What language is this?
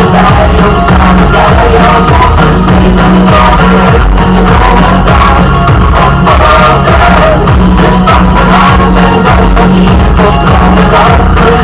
Dutch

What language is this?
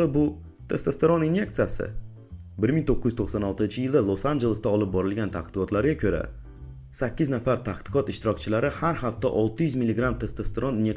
Uzbek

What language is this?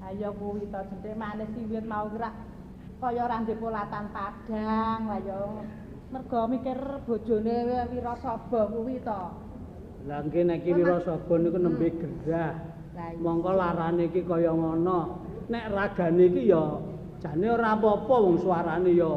Javanese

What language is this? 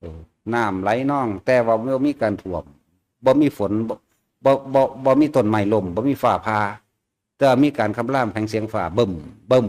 Northeastern Thai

